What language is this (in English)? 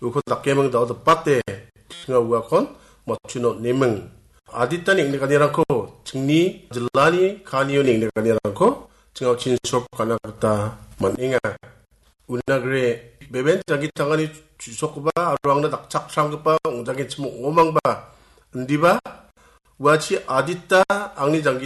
Garo